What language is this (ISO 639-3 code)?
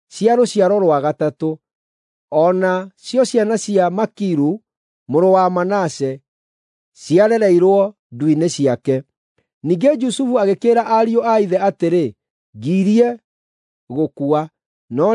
kik